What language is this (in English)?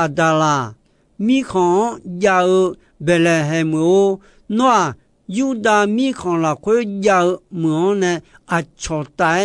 Akha